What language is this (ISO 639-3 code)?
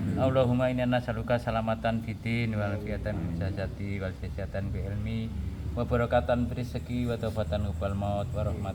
jav